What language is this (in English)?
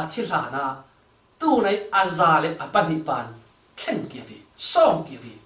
Falam Chin